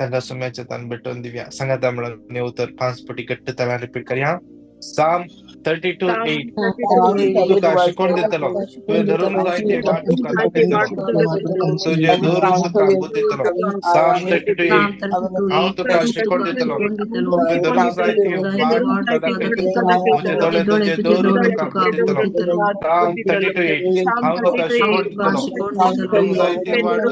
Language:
Konkani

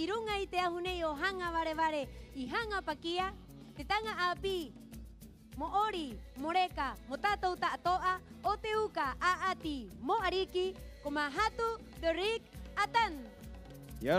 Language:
Rapanui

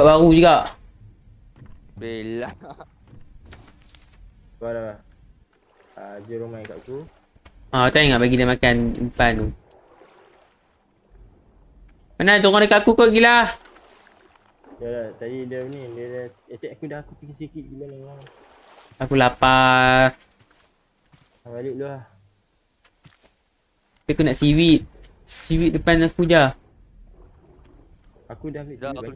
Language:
Malay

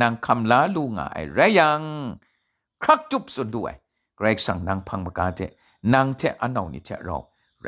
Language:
Kachin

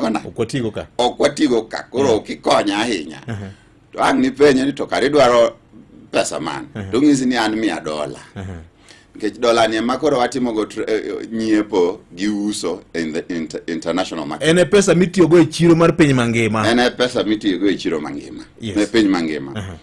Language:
Luo (Kenya and Tanzania)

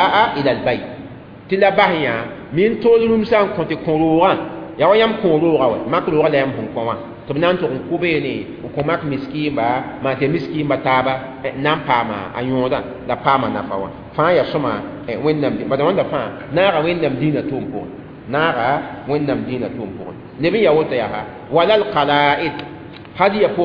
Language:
Mossi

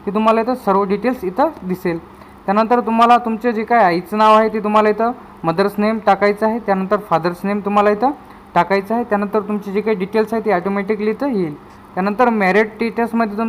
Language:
Marathi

